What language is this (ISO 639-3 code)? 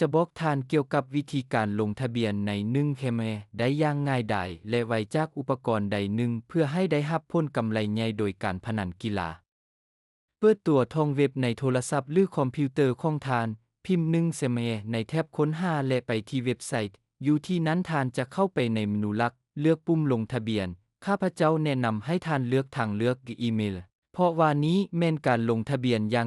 lao